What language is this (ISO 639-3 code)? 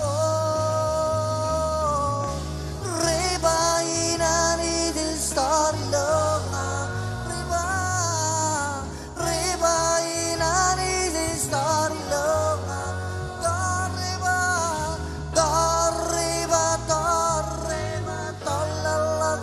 mah